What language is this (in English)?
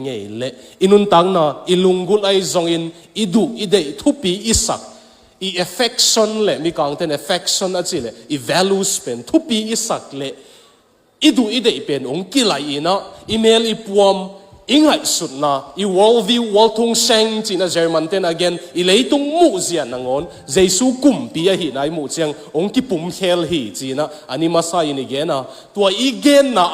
Tedim Chin